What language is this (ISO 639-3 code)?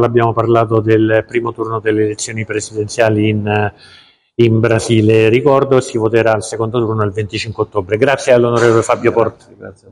ita